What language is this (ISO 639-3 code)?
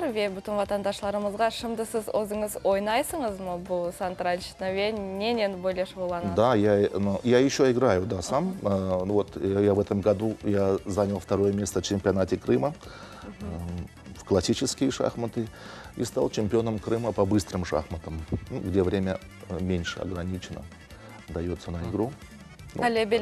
crh